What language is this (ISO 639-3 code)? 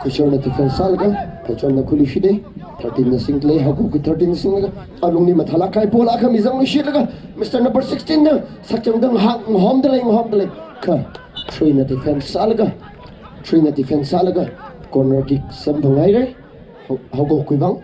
nmf